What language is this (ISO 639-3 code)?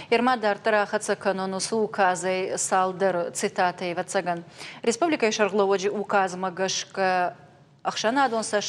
oss